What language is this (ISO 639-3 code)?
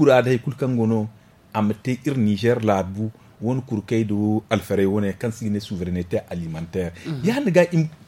dje